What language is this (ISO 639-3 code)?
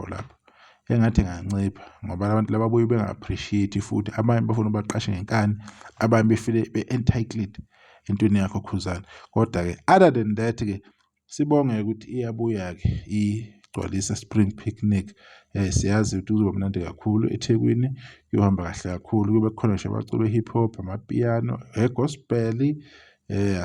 zul